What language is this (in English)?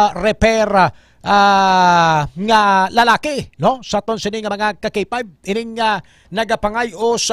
Hiligaynon